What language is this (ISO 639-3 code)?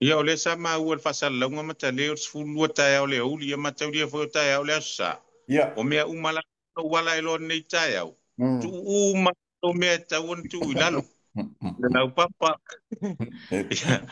smo